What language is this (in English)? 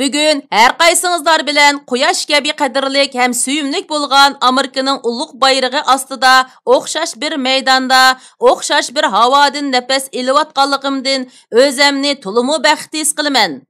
Uyghur